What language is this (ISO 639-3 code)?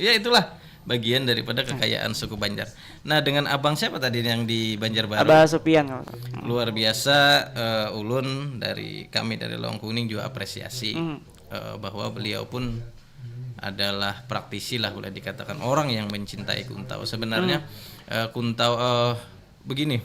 bjn